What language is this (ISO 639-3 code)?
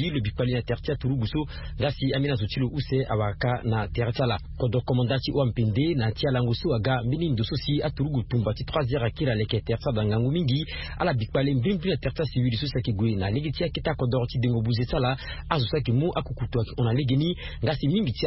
sag